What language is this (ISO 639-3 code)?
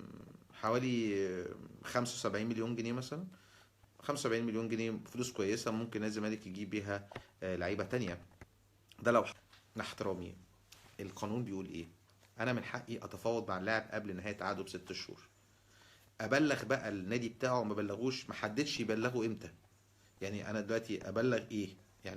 arz